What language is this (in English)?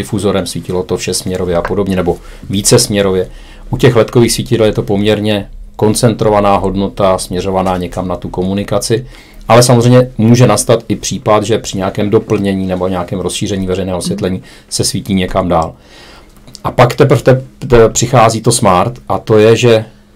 Czech